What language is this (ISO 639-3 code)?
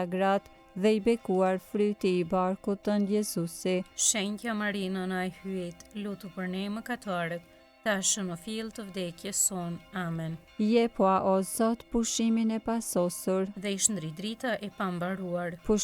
sqi